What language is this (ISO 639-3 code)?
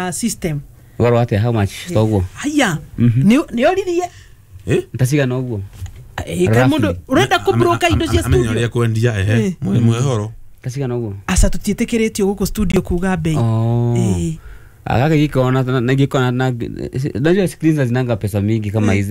kik